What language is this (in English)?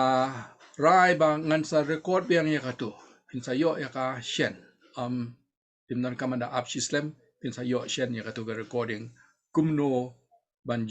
Khasi